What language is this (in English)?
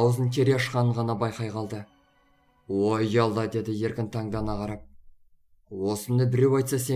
Kazakh